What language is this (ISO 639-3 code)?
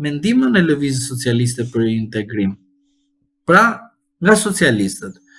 sqi